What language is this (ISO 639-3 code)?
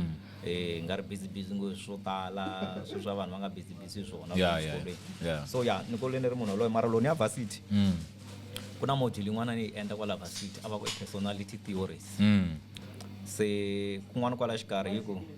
tso